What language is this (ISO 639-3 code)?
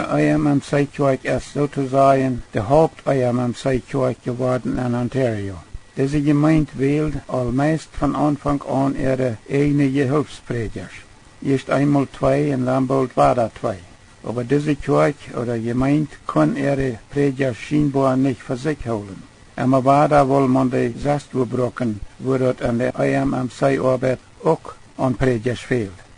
pdt